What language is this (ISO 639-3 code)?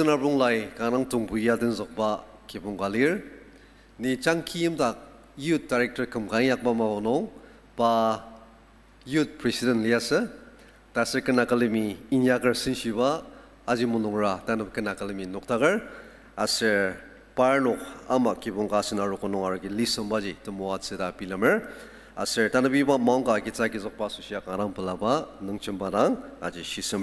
njo